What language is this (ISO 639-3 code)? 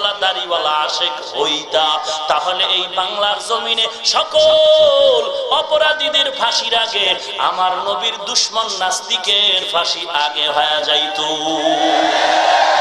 ben